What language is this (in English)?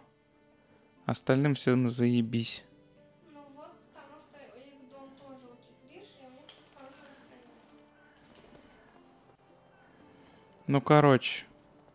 Russian